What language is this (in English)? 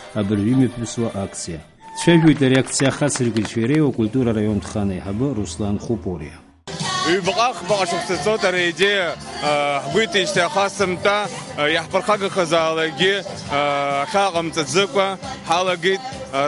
Abkhazian